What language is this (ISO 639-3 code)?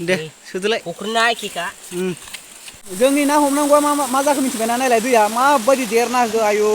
brx